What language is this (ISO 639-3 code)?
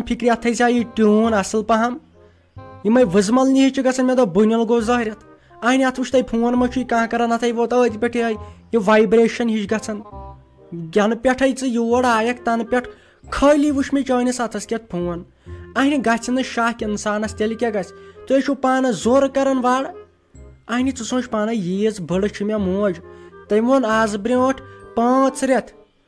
kas